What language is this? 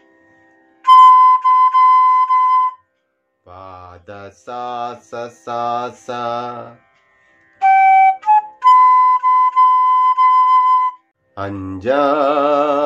Malayalam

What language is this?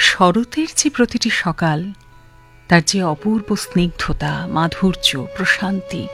Bangla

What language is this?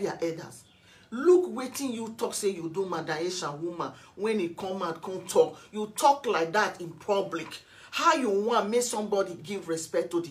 Nigerian Pidgin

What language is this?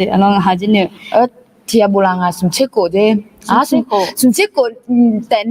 Akha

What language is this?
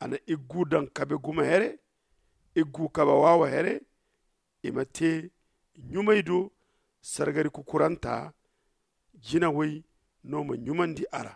Zarma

